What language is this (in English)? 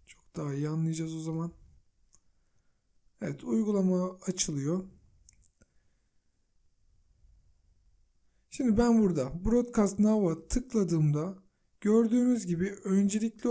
Turkish